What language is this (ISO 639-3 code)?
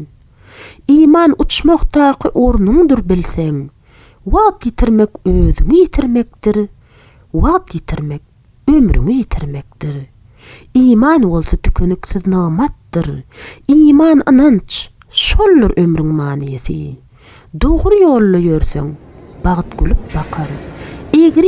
tuk